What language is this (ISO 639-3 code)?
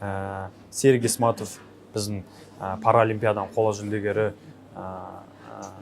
kaz